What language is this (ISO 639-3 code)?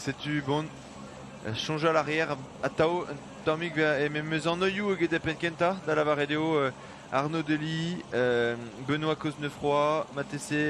bre